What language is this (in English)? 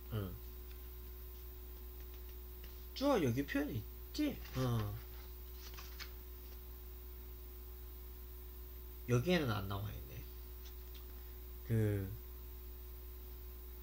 Korean